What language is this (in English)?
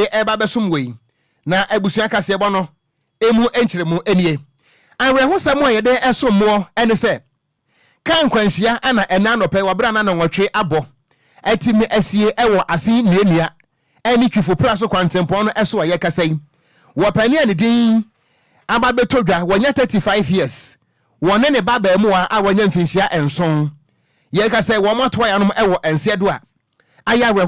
Akan